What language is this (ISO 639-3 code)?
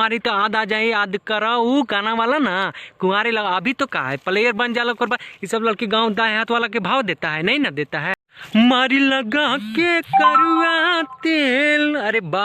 bho